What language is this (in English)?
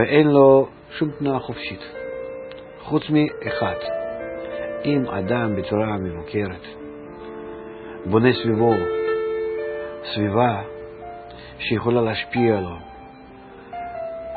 Hebrew